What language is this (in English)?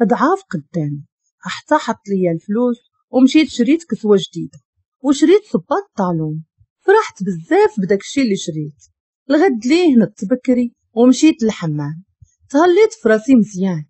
Moroccan Arabic